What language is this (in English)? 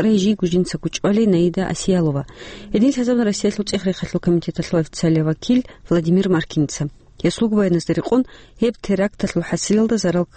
Avaric